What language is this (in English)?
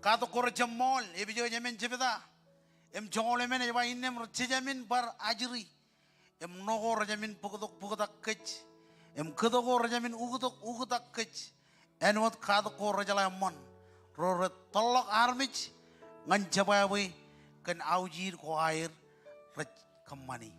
Marshallese